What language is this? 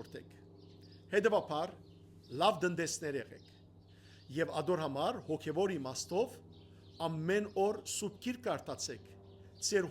Western Armenian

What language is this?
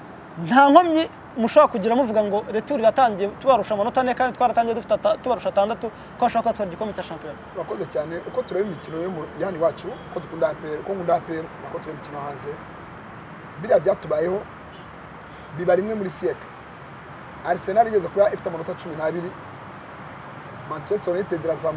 Kinyarwanda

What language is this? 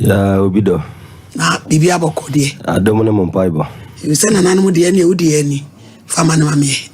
Akan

